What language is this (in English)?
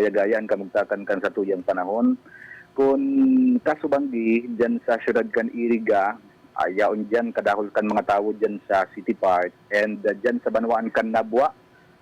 Bikol